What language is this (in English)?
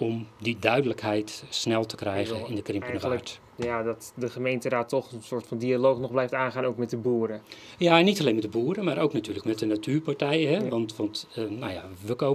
Dutch